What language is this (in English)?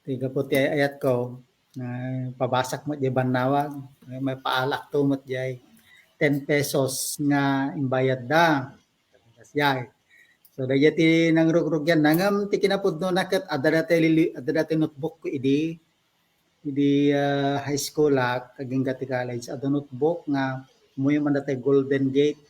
Iloko